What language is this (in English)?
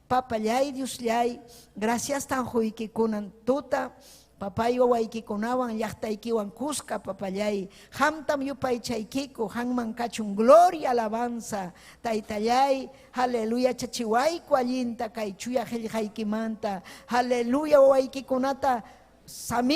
Ayacucho Quechua